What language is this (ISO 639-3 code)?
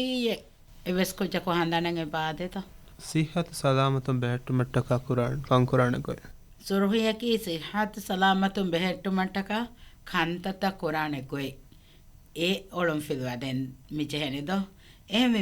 div